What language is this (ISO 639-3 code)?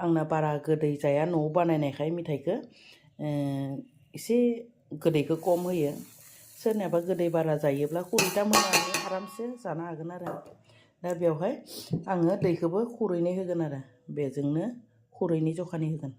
brx